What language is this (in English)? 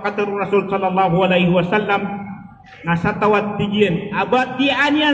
Maranao